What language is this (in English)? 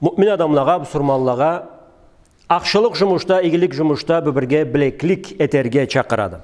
Karachay-Balkar